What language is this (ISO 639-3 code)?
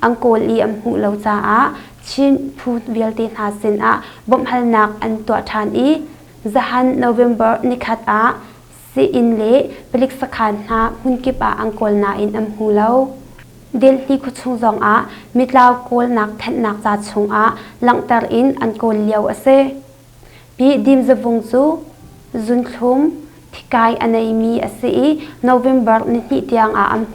cnh